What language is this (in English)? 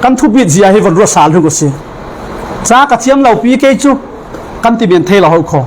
Falam Chin